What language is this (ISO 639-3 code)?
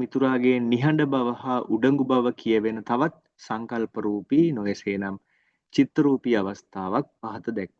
sin